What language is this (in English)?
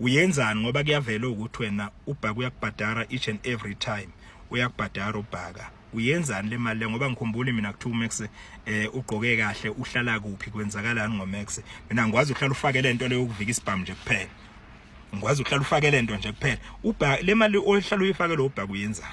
Zulu